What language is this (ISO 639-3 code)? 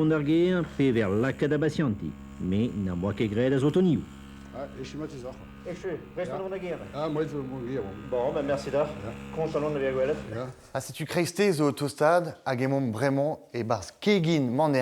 bre